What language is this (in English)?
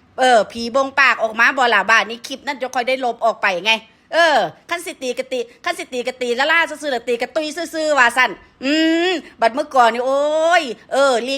Northeastern Thai